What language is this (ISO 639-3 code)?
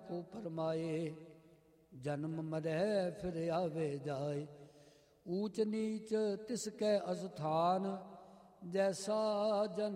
pan